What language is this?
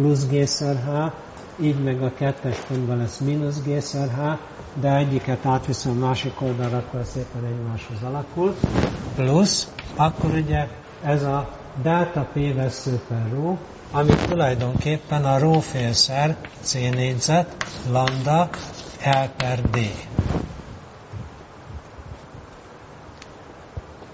Hungarian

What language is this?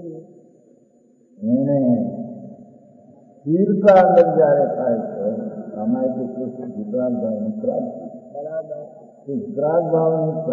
Gujarati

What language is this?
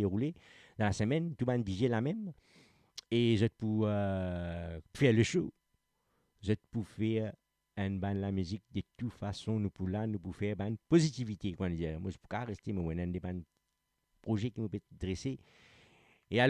Morisyen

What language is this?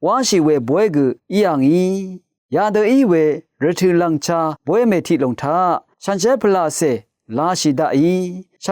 Rawang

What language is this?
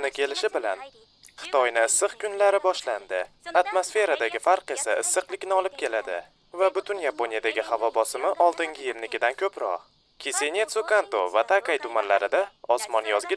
Uzbek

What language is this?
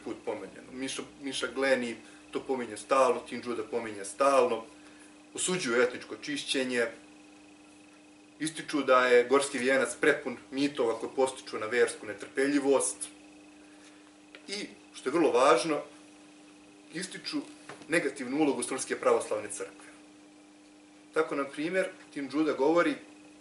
Serbian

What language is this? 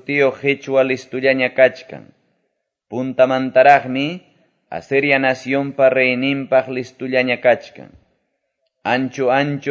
Quechua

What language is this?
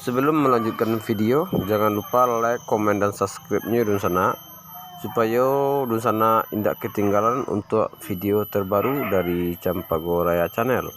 Minangkabau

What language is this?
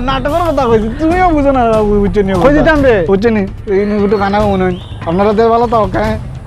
Sylheti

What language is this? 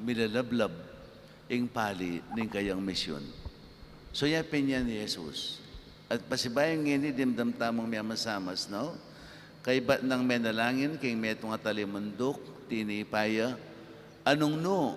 Pampanga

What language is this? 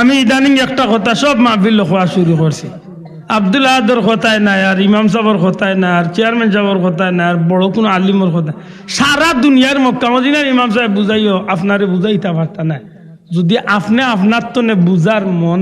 Sylheti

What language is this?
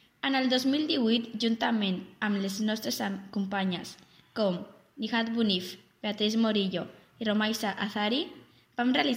Catalan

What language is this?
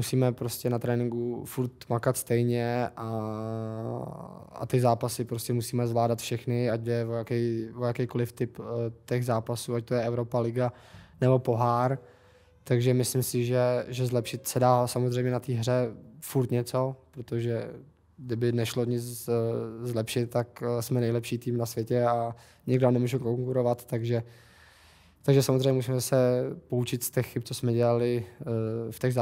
Czech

